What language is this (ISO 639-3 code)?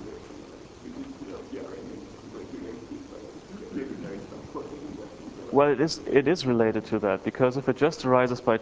eng